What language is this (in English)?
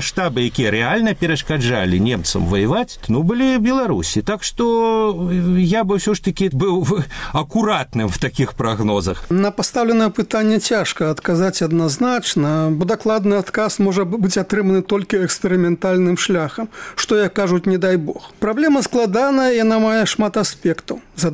Belarusian